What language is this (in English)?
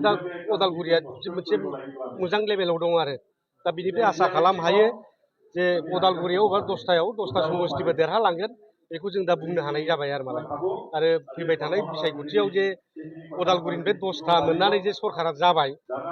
Bodo